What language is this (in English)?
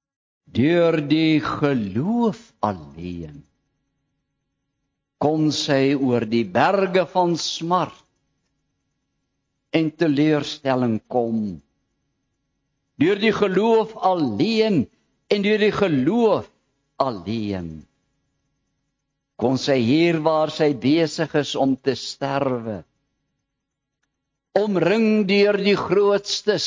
Afrikaans